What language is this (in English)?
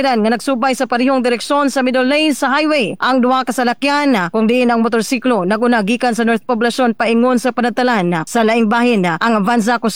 Cebuano